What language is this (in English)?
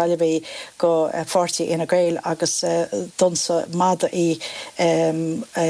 Irish